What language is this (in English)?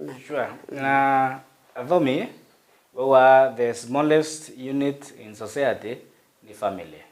Meru